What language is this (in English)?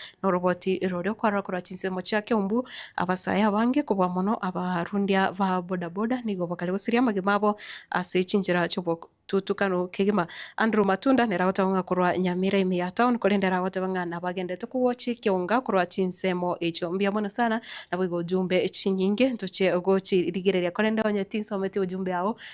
Gusii